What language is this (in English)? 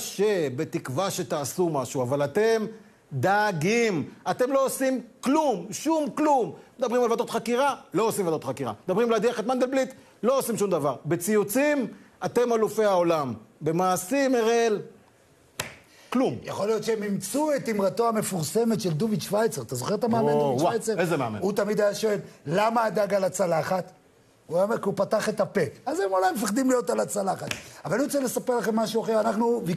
Hebrew